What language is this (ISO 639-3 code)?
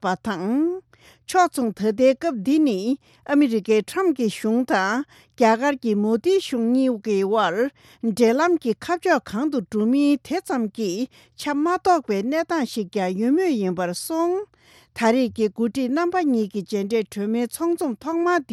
bod